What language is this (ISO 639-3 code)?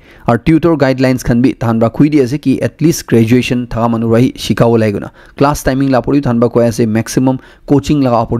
nag